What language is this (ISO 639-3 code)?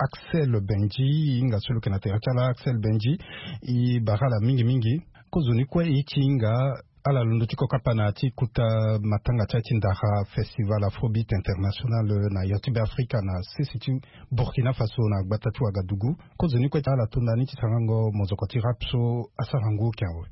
sag